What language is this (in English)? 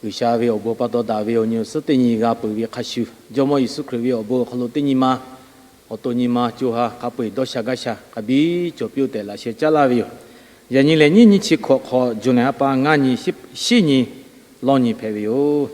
Lahu